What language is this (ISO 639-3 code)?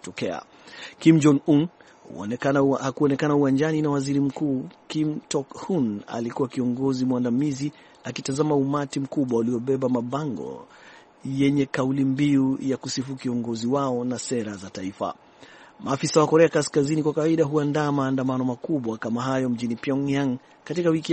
swa